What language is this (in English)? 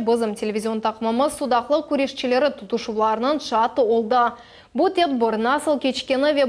Crimean Tatar